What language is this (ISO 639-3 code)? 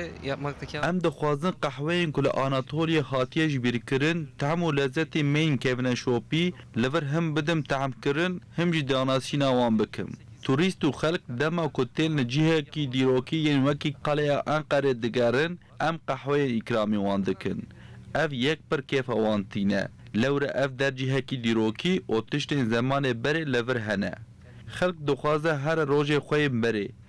kur